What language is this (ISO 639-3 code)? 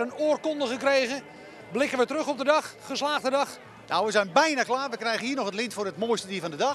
nld